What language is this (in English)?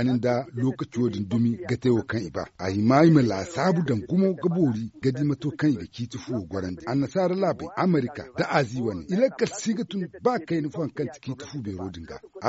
Zarma